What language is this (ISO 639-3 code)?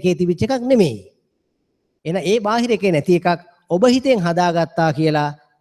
sin